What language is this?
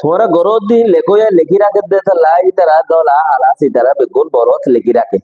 Rohingya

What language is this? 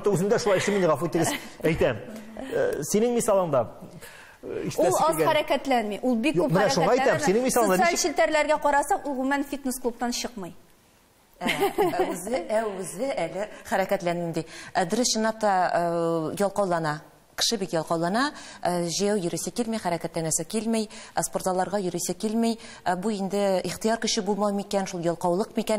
Tatar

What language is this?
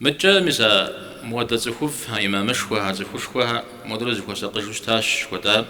Kabardian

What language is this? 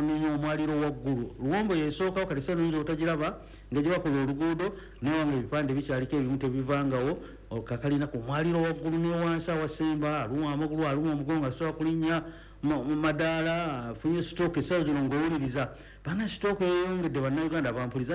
Ganda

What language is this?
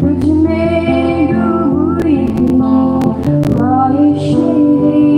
Tangkhul Naga (India)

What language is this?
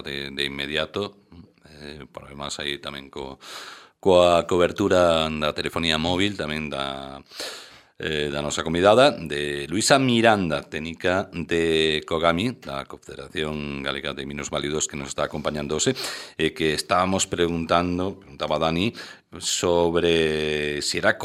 Galician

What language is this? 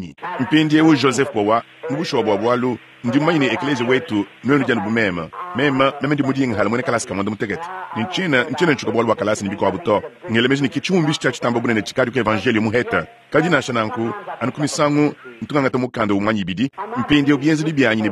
Luba-Lulua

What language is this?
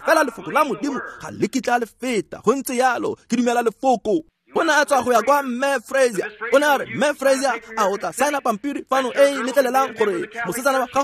Tswana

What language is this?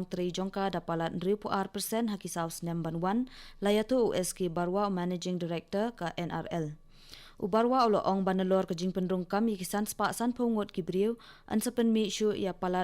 Khasi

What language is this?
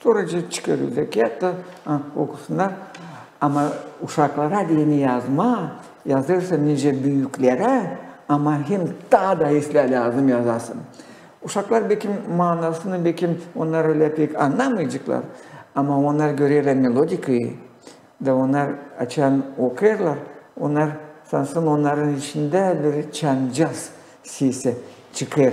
Gagauz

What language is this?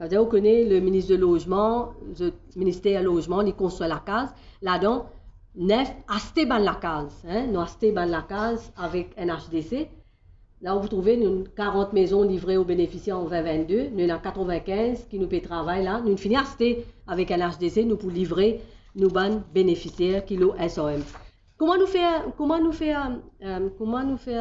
Morisyen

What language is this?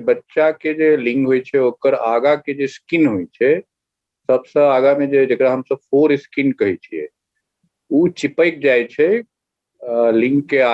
Maithili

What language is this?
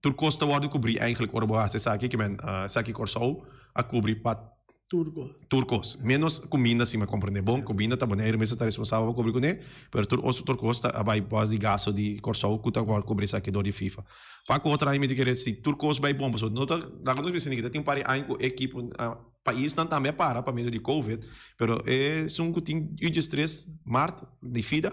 Papiamento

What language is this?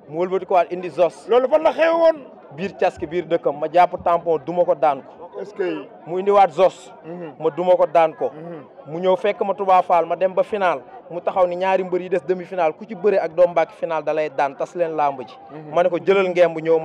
Wolof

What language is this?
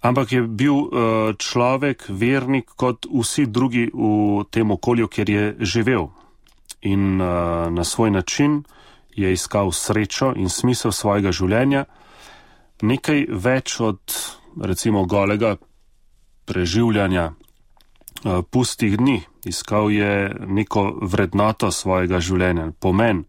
Slovenian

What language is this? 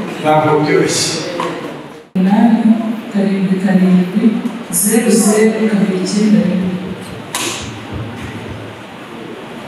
Kinyarwanda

